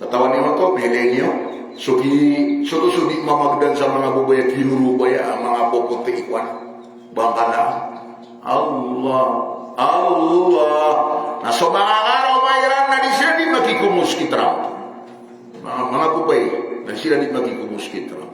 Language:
Maranao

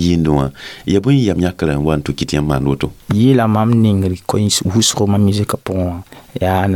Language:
Mossi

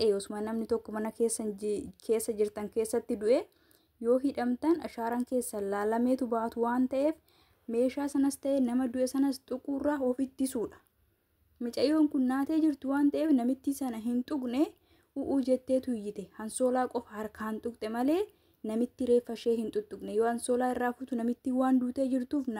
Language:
Oromo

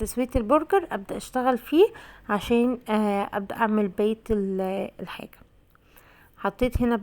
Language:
Egyptian Arabic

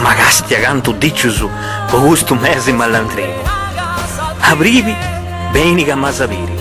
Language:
Sardinian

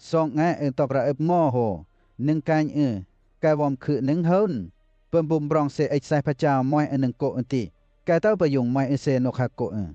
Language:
Western Lawa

